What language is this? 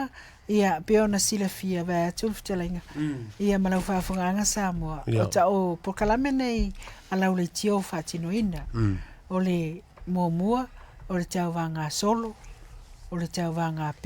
Samoan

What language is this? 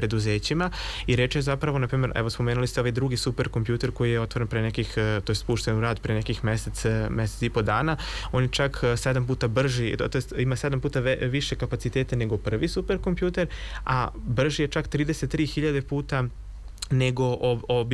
Serbian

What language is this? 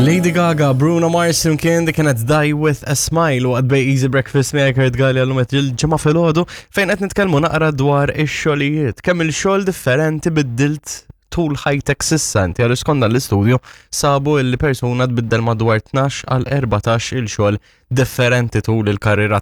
Maltese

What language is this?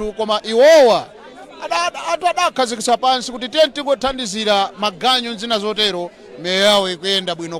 Nyanja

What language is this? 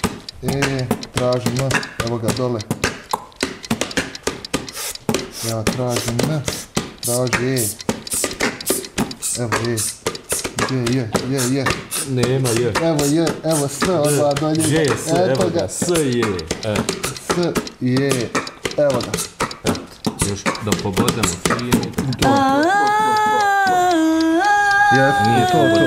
Bosnian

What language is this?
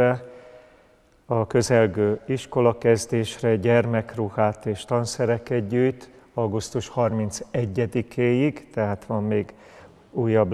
Hungarian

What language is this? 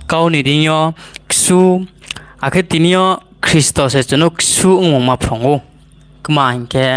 Riang (India)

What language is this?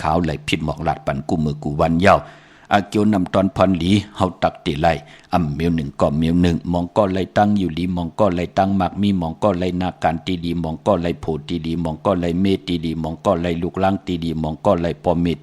Shan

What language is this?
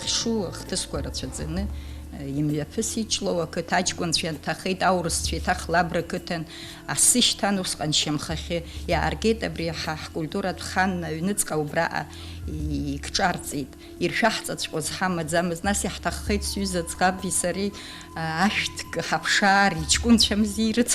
Abkhazian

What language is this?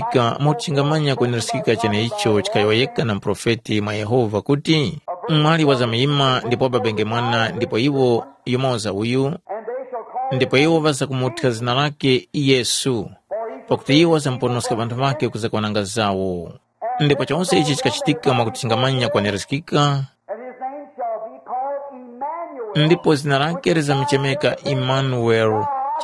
Tumbuka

